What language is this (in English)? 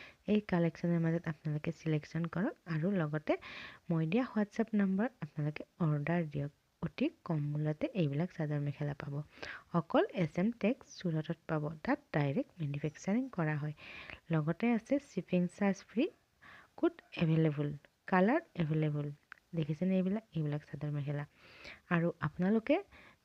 Assamese